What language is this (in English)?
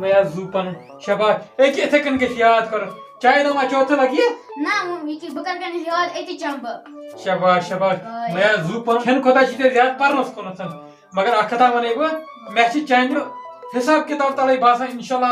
Kashmiri